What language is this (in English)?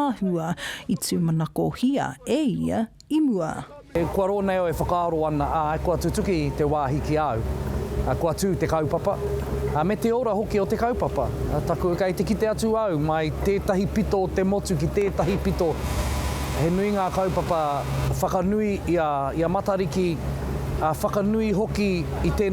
Māori